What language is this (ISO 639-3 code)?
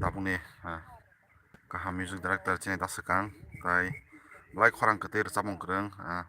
trp